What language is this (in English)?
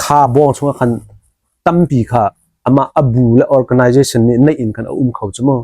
Hakha Chin